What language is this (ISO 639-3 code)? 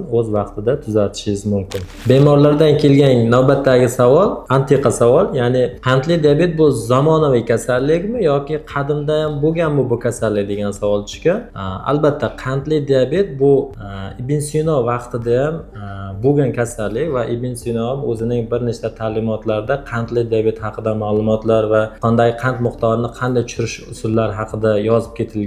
uzb